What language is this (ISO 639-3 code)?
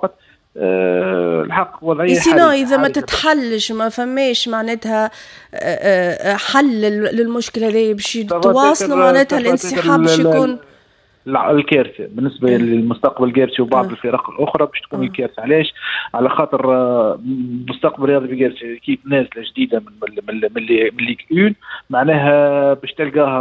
aeb